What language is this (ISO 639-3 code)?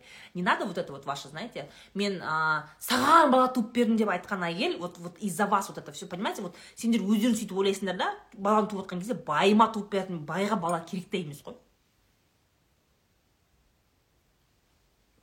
kaz